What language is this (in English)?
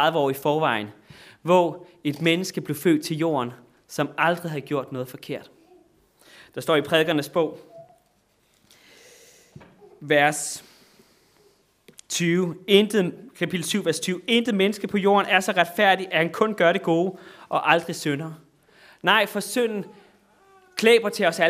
Danish